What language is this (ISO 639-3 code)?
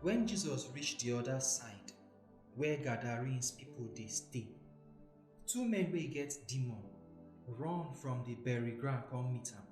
pcm